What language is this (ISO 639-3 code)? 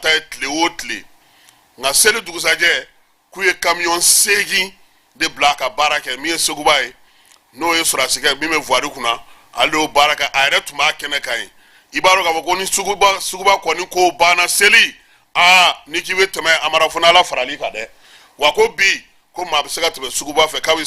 bam